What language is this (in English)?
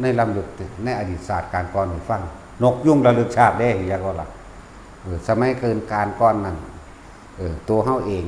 Northeastern Thai